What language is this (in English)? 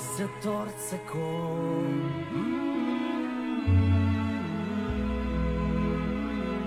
Basque